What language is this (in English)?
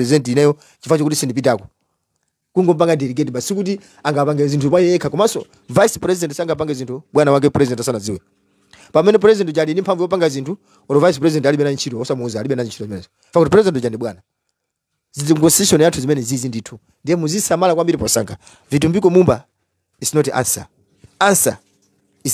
Nyanja